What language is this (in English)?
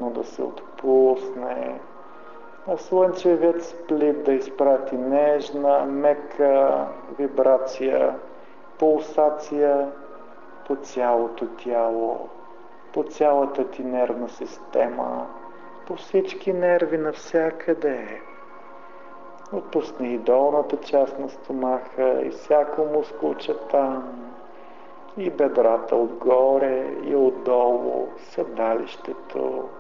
Bulgarian